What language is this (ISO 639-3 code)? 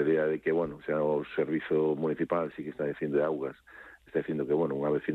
glg